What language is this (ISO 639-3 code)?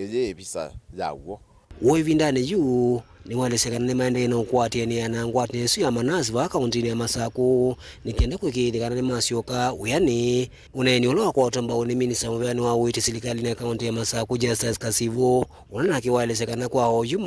kam